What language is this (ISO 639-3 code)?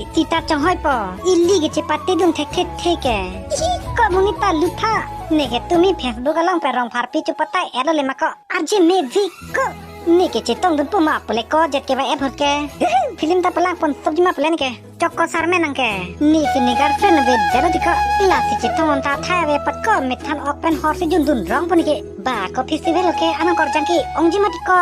mjw